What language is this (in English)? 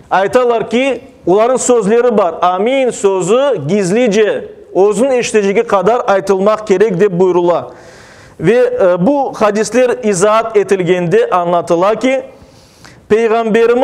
Crimean Tatar